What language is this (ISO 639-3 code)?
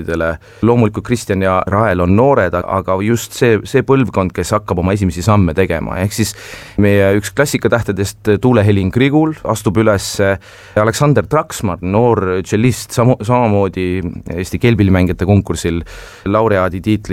est